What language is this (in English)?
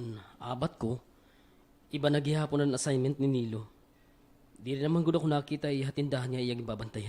Waray